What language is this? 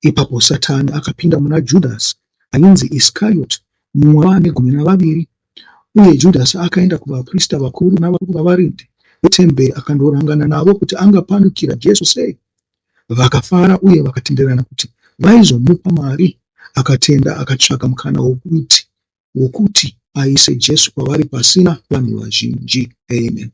Shona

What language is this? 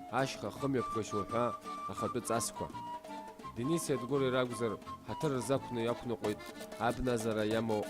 Abkhazian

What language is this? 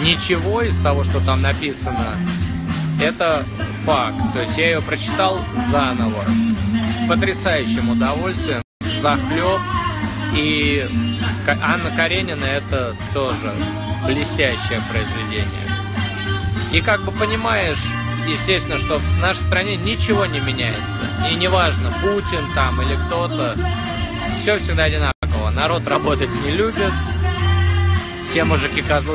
Russian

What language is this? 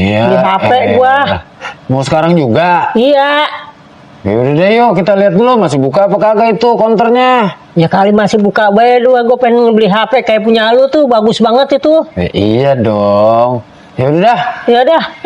Betawi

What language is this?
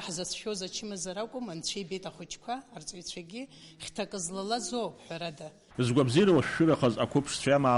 Abkhazian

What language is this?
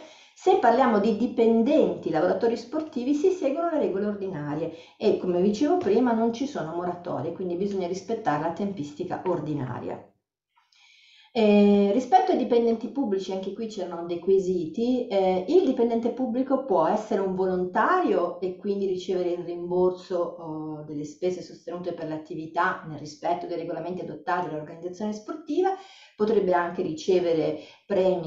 Italian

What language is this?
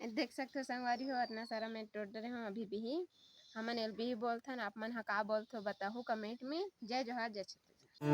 Chhattisgarhi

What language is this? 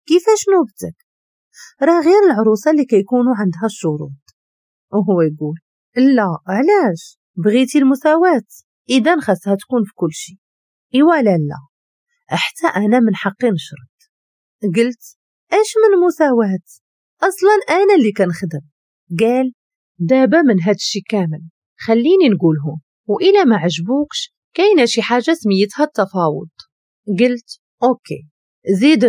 Moroccan Arabic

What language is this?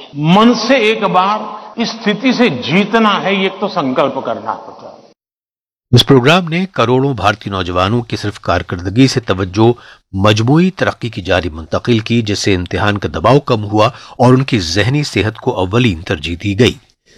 Urdu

